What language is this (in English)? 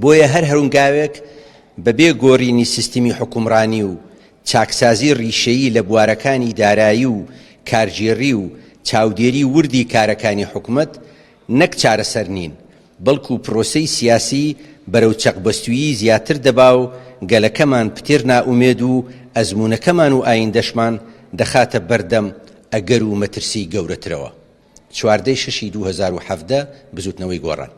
Central Kurdish